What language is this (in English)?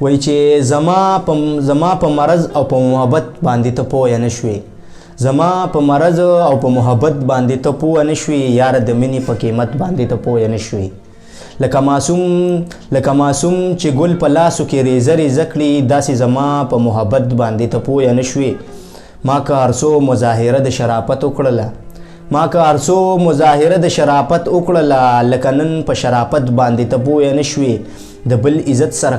Pashto